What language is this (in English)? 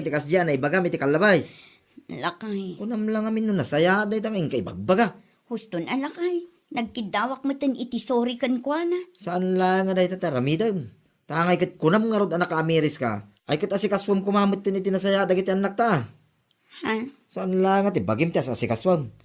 Iloko